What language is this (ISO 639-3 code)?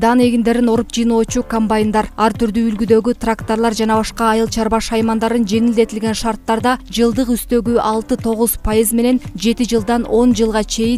kir